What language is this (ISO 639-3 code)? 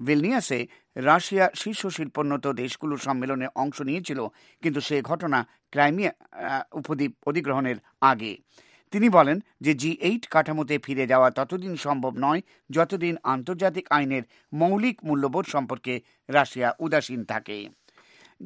ben